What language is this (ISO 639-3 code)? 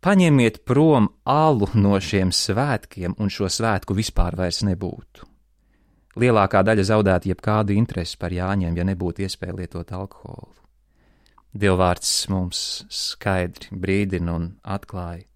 lav